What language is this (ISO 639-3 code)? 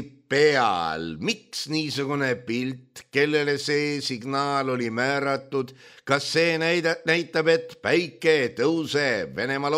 est